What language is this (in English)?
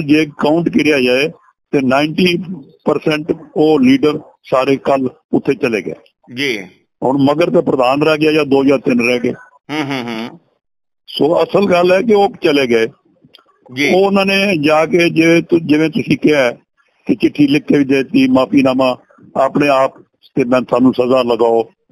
Punjabi